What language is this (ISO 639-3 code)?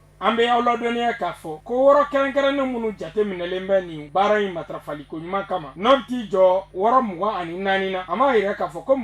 bam